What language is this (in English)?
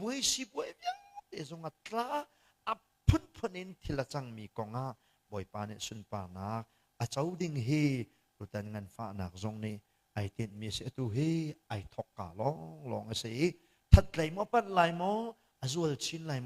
Hakha Chin